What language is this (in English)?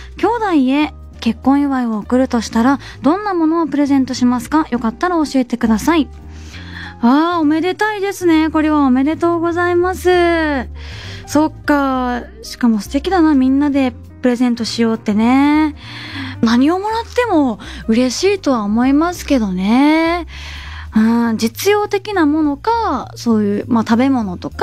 Japanese